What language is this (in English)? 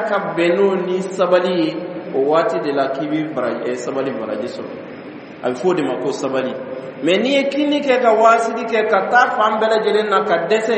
Dyula